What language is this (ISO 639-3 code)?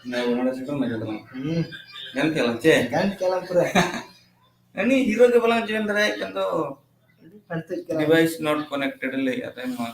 sat